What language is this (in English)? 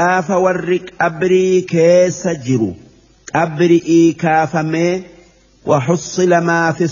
Oromo